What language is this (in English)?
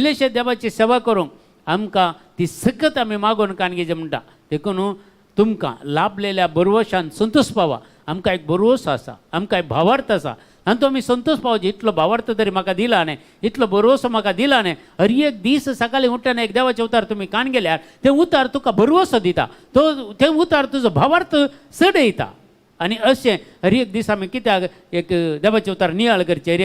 Konkani